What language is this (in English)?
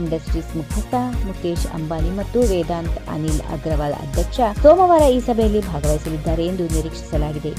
Kannada